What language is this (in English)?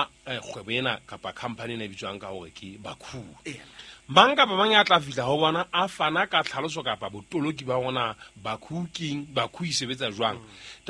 Southern Sotho